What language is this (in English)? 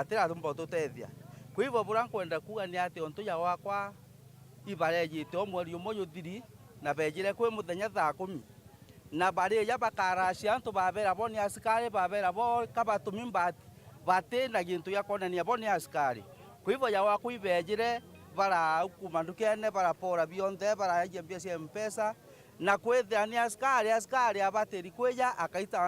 Meru